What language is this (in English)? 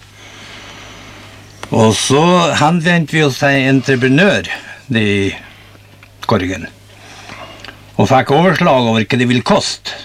Norwegian